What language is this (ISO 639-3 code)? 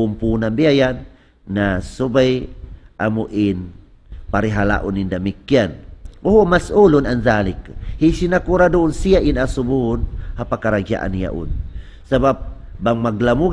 tsg